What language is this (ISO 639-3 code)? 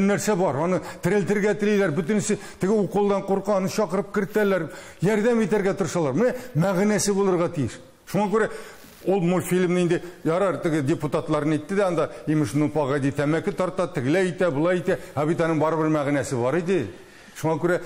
tat